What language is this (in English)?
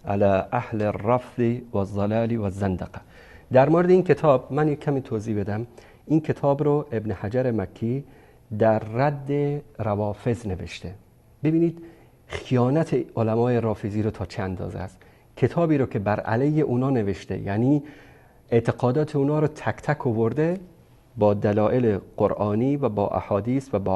Persian